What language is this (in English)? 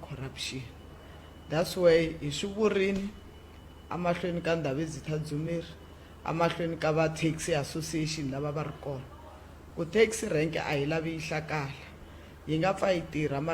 Tsonga